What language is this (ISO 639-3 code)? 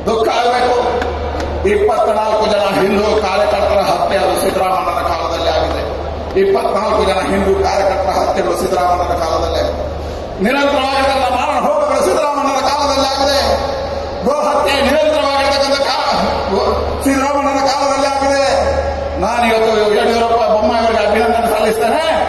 kan